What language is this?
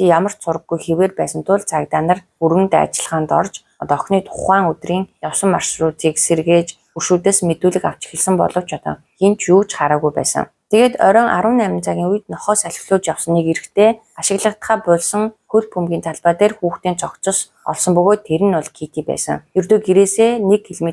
Mongolian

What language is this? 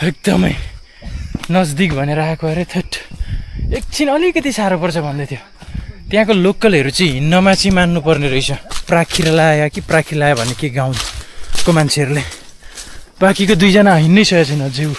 Nepali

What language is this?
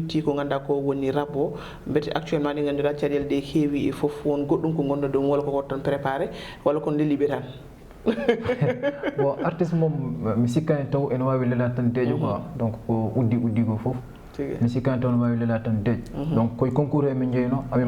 Fula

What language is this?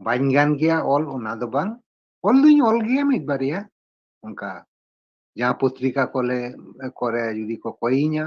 Santali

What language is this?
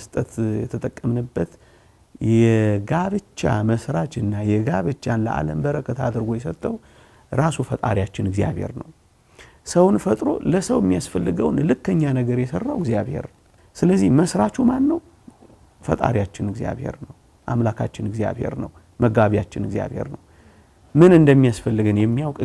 Amharic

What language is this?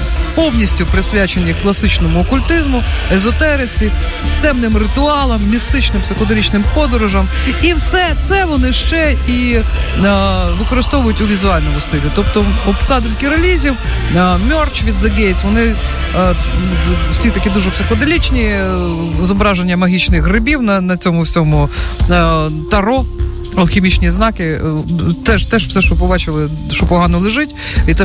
Ukrainian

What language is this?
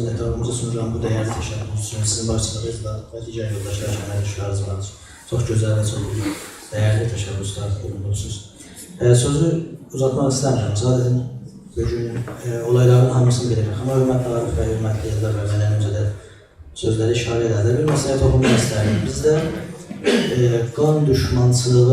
South Azerbaijani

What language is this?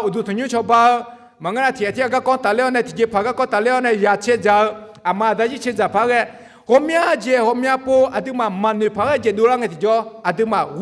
Akha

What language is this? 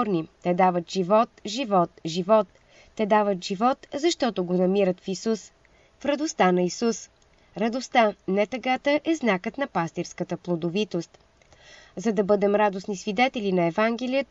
Bulgarian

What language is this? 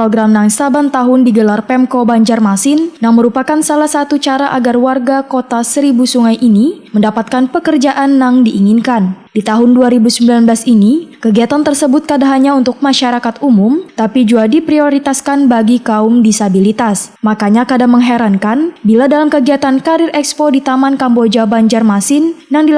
Banjar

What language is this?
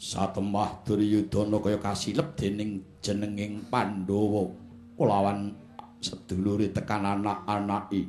Javanese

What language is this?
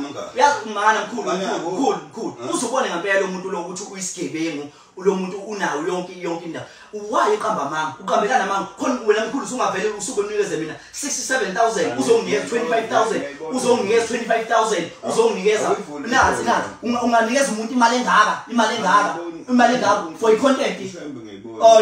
Zulu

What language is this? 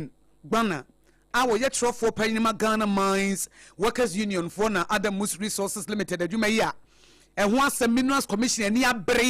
Akan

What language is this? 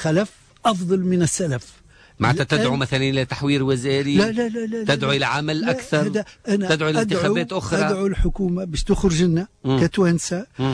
Tunisian Arabic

